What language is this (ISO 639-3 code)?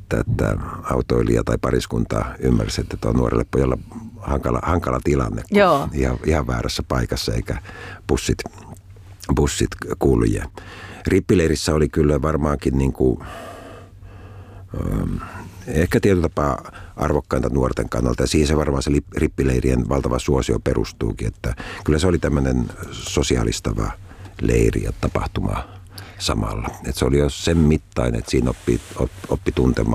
fin